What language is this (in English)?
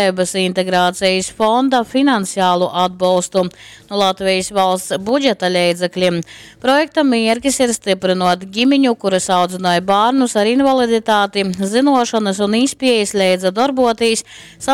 Latgalian